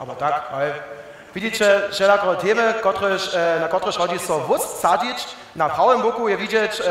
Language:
Upper Sorbian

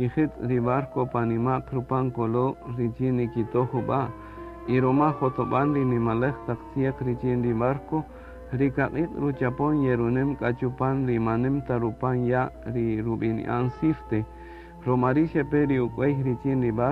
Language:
Kaqchikel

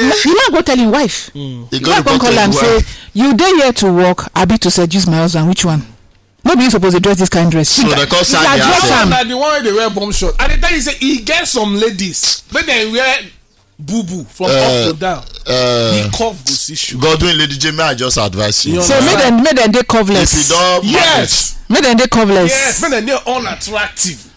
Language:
Nigerian Pidgin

